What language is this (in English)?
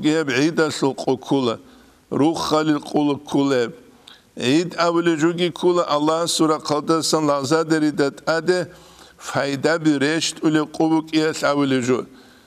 Avaric